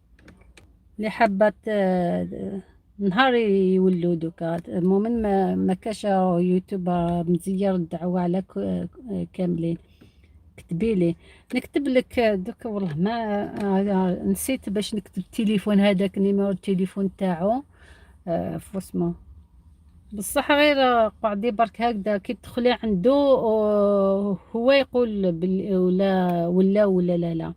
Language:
Algerian Arabic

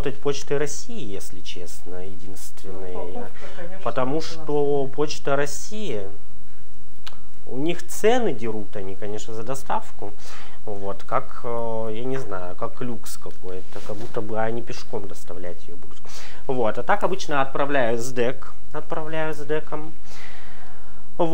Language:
Russian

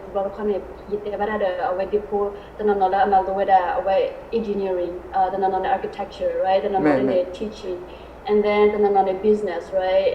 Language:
S'gaw Karen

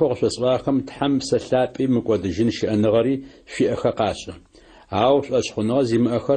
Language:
Adyghe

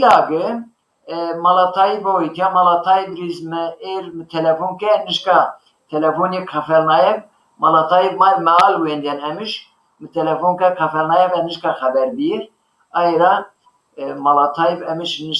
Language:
Zaza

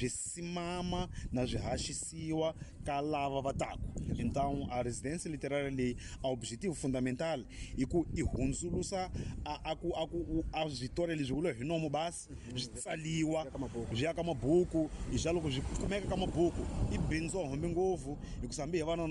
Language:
Tsonga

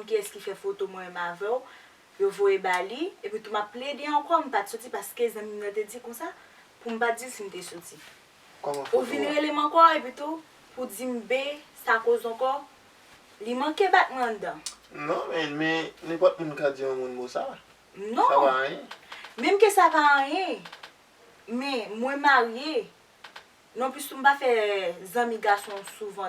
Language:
Haitian Creole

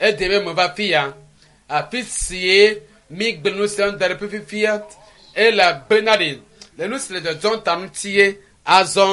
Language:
Ewe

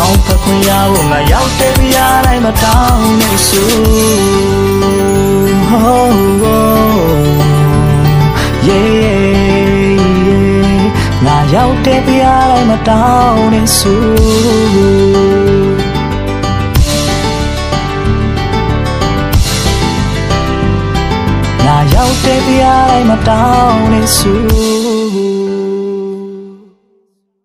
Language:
Burmese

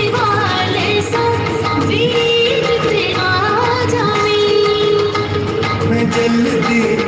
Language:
Saraiki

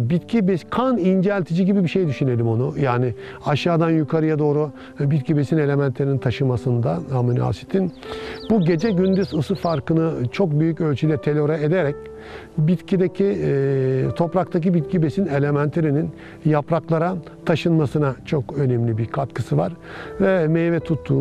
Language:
Turkish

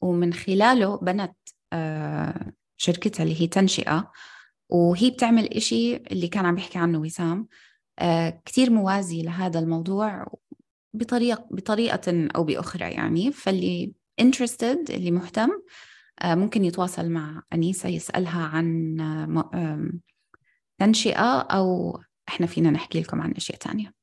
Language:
North Levantine Arabic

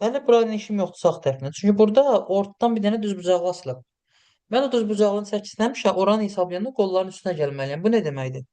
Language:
Azerbaijani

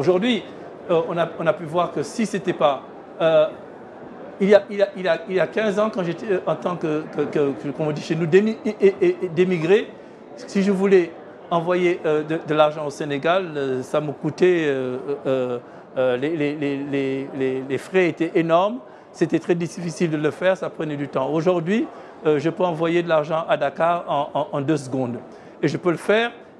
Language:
French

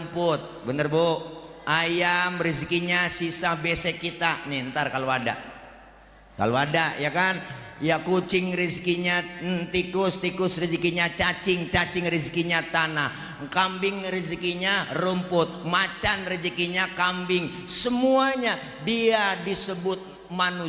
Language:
Betawi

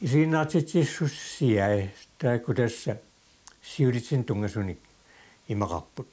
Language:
Kalaallisut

